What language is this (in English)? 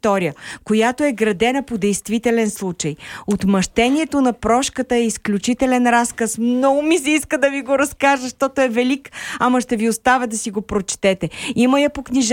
Bulgarian